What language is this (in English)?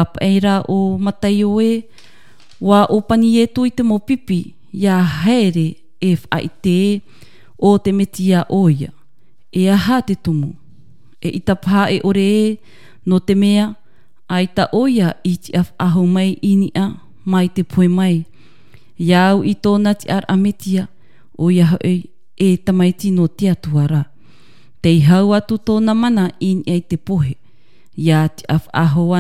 Tahitian